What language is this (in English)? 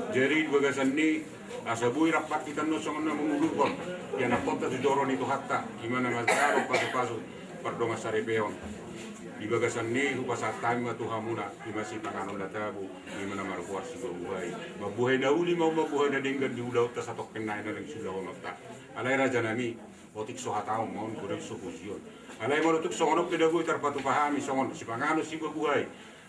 Batak Toba